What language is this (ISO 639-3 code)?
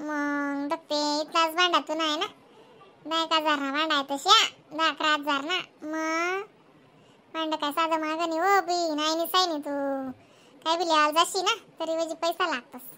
khn